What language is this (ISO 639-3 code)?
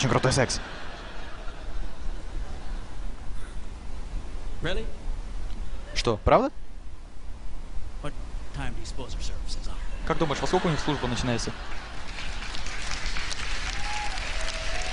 rus